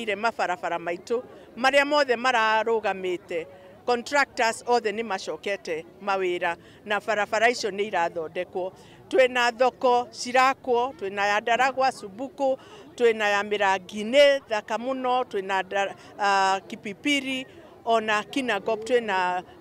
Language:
Kikuyu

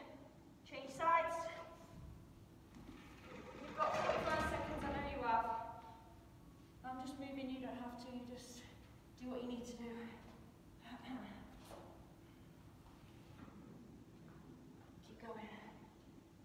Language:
English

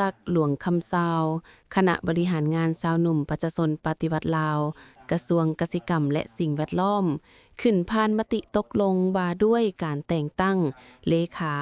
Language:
Lao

